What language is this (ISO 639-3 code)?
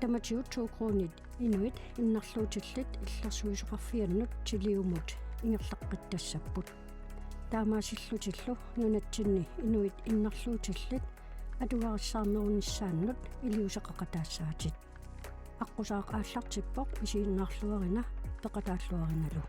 kal